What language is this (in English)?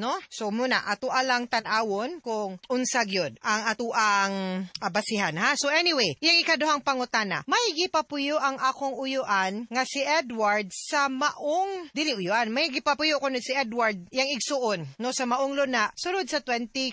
Cebuano